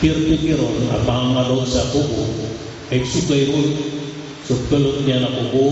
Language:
Maranao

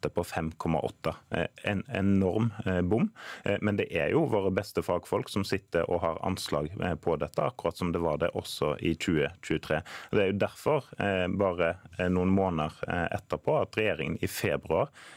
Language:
Norwegian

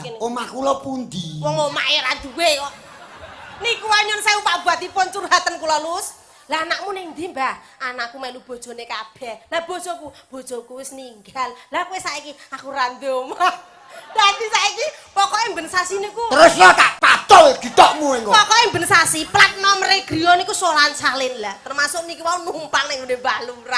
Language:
Javanese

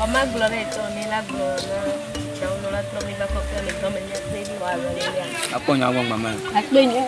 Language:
Ewe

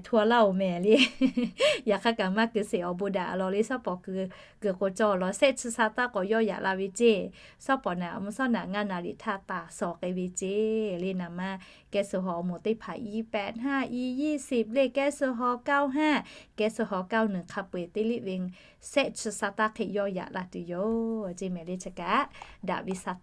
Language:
Lahu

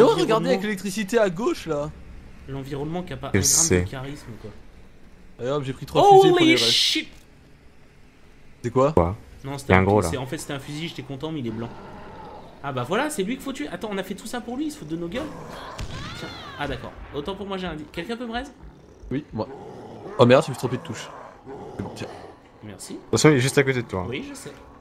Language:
French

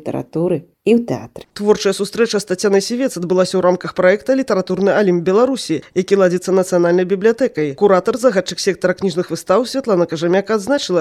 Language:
Belarusian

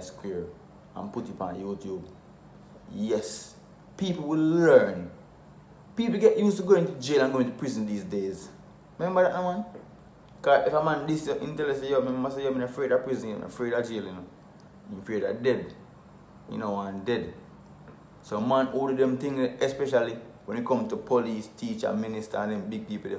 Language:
Jamaican Creole English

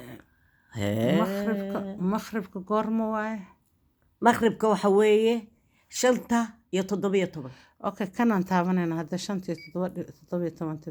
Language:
Somali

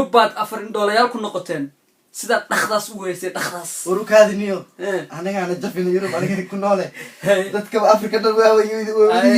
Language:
Somali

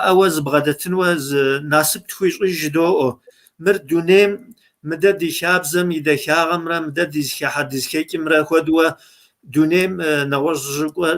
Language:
Kabardian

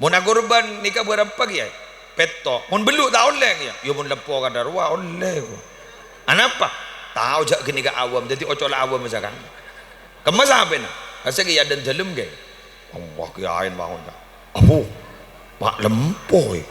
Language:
Madurese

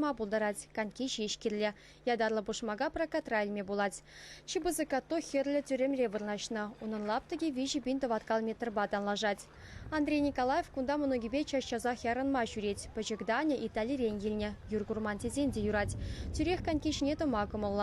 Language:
Chuvash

